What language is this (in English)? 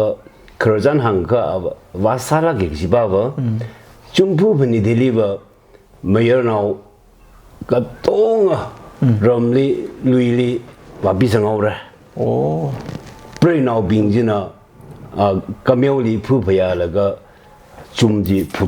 Tangkhul Naga (India)